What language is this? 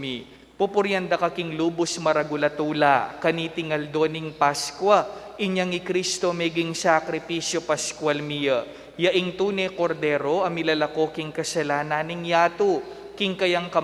Pampanga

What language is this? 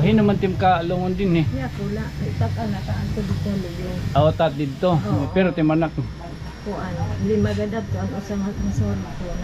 Waray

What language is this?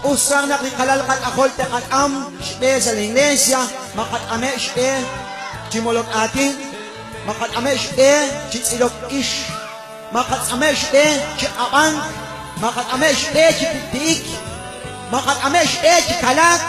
Kekchí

